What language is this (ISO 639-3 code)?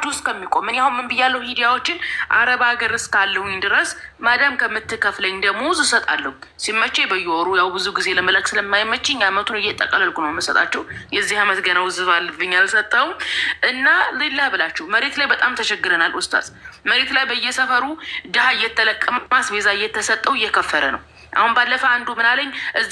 amh